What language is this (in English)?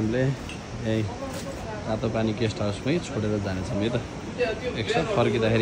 Nepali